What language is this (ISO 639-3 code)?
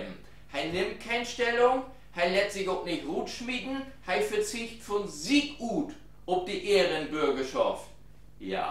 nds